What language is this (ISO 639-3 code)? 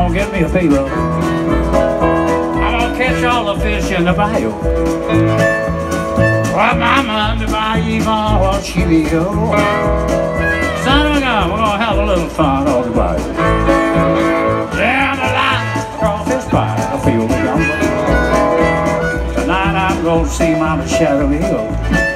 eng